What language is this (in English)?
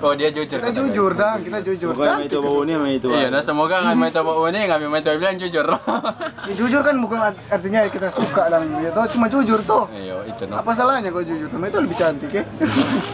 Manado Malay